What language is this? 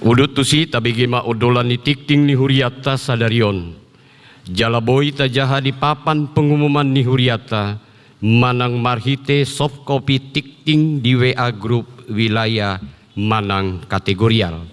Batak Toba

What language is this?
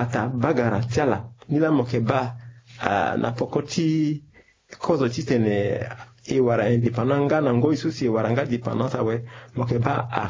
Sango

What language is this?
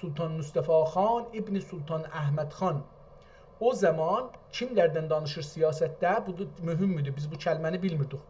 South Azerbaijani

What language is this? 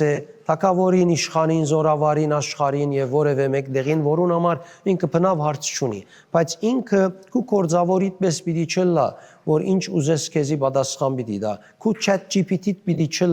Western Armenian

